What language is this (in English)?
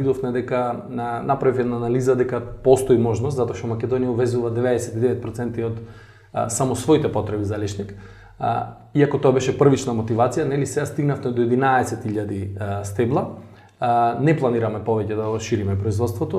Macedonian